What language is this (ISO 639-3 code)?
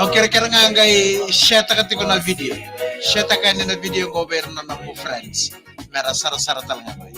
fij